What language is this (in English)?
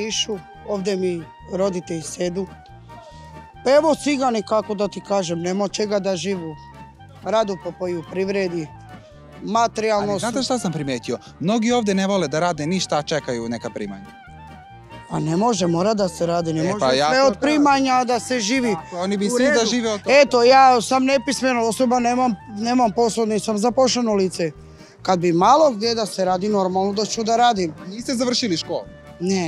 Serbian